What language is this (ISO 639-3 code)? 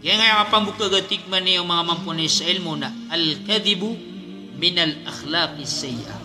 mrw